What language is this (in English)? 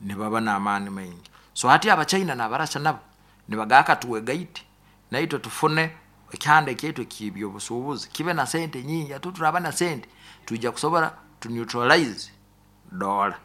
Nyoro